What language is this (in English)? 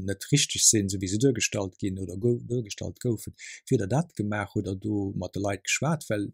Luxembourgish